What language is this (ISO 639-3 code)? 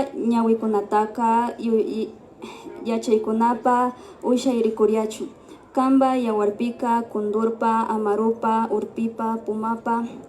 qvi